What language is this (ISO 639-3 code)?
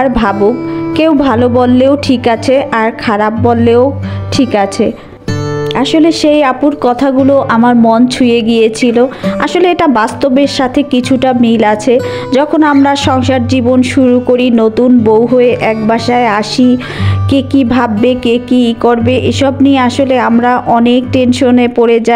ben